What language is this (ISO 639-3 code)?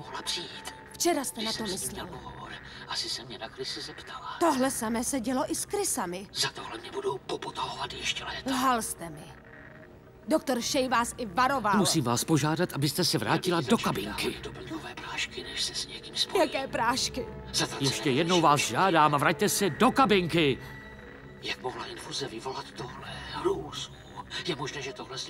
ces